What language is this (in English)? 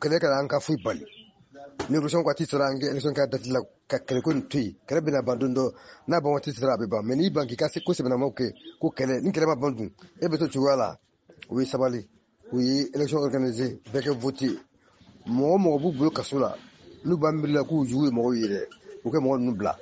Bambara